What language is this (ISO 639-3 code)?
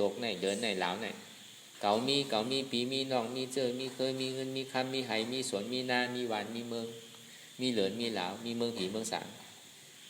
shn